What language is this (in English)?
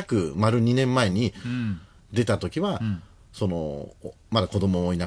Japanese